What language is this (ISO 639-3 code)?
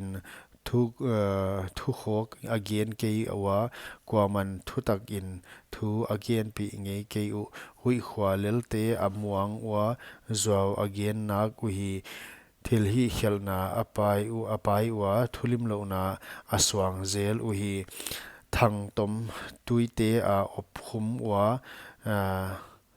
pck